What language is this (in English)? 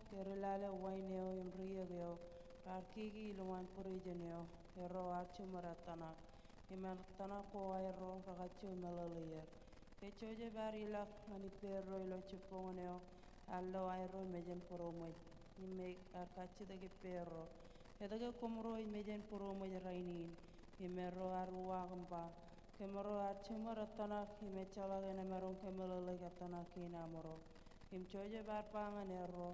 Marshallese